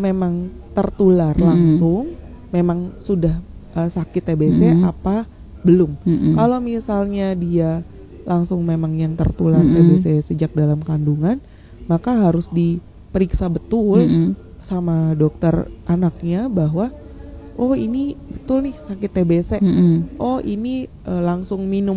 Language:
Indonesian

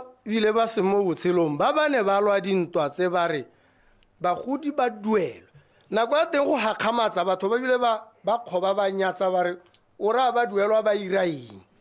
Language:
Tswana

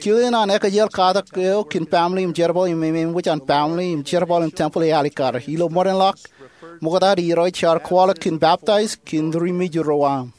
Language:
Marshallese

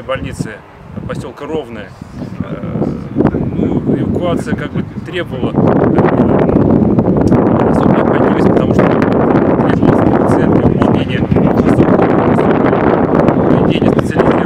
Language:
Russian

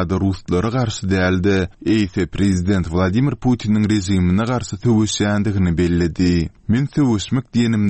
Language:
Turkmen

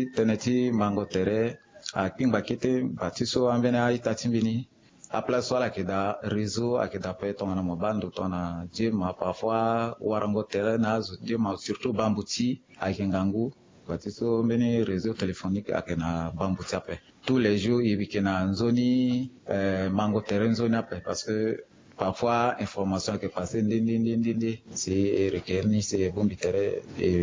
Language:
Sango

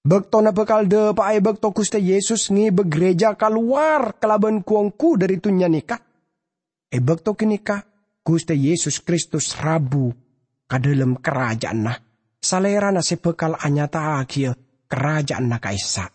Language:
Madurese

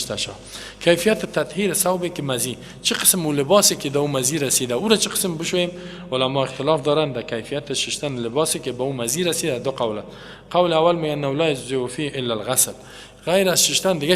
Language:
Persian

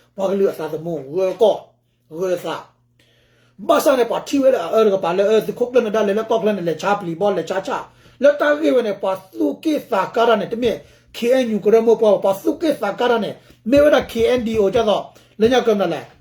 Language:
S'gaw Karen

